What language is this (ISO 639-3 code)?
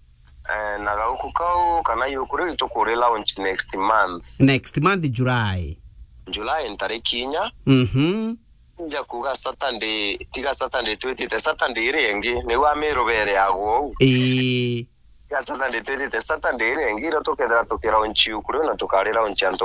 mer